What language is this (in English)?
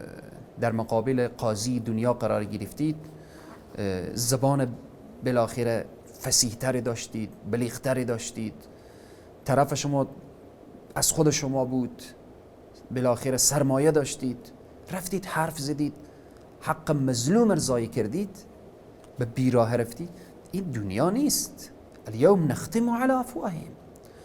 Persian